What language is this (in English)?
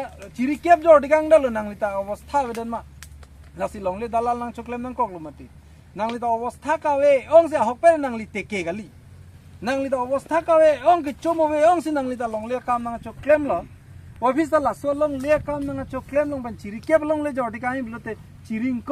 Karbi